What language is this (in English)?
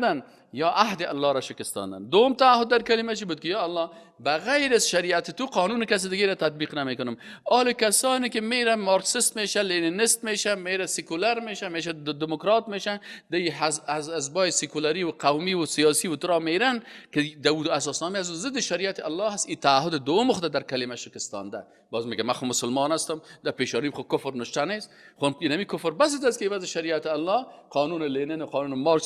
Persian